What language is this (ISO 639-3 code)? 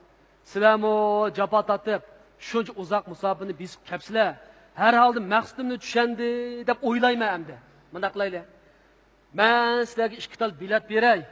uig